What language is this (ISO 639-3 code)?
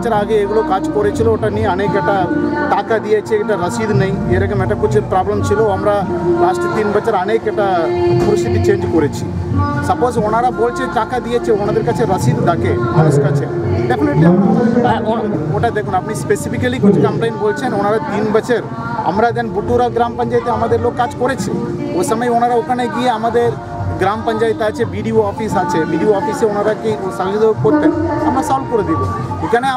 ben